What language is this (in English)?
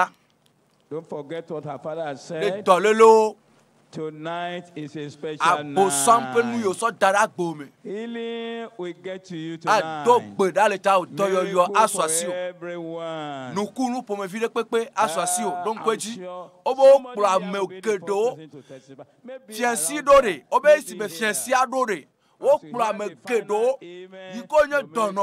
Ewe